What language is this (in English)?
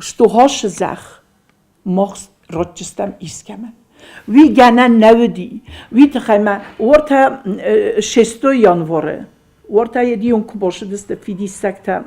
Ossetic